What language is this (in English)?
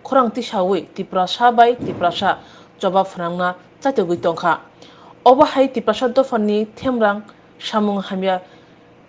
Riang (India)